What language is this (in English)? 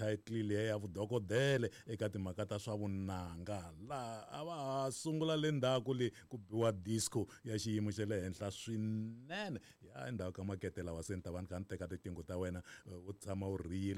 Tsonga